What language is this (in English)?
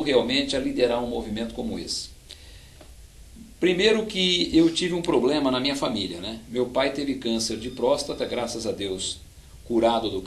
Portuguese